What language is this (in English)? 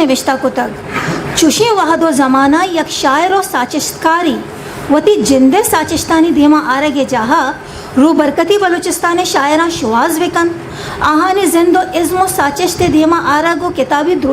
Eastern Balochi